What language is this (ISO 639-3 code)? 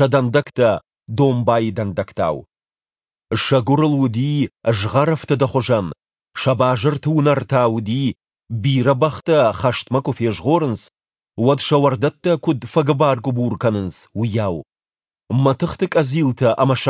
oss